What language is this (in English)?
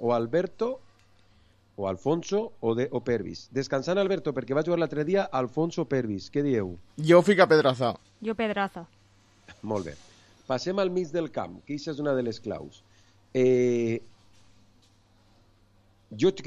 Catalan